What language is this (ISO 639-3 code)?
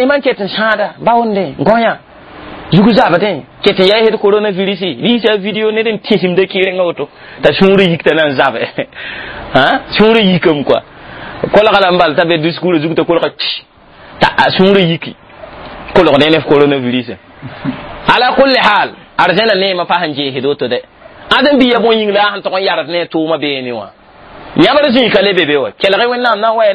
mos